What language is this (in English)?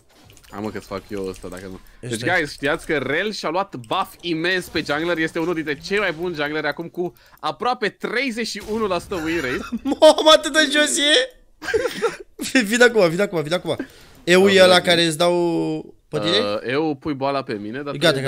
Romanian